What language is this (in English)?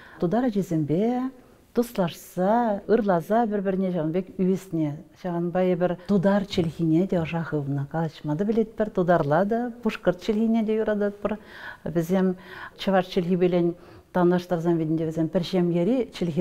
Chuvash